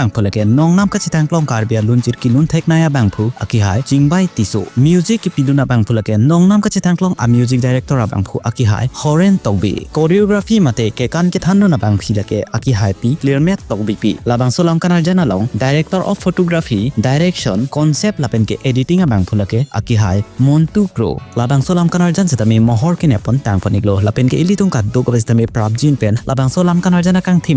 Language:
Karbi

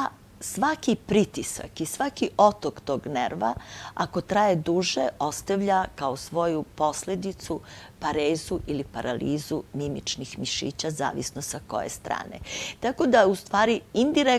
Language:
Serbian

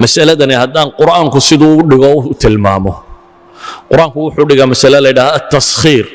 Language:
Somali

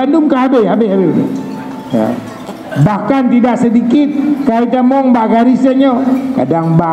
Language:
Achinese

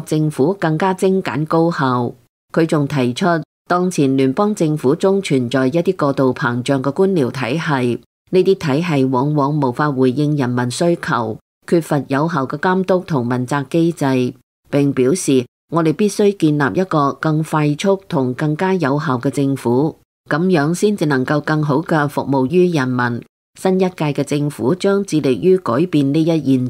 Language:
Cantonese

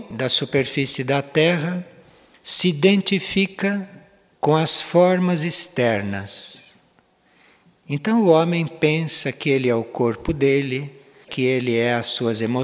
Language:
Portuguese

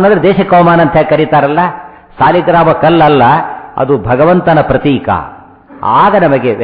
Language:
Kannada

